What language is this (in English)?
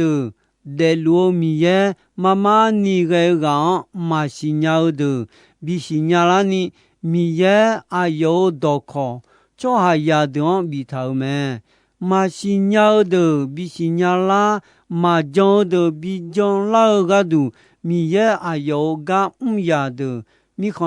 Akha